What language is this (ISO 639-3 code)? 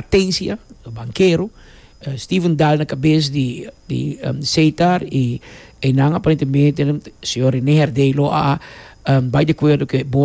pap